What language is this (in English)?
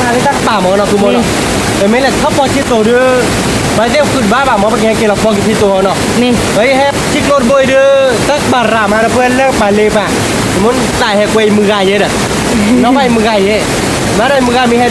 S'gaw Karen